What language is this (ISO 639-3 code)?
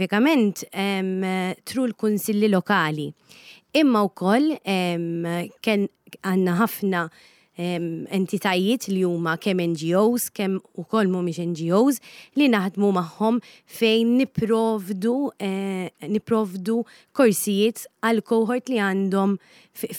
mlt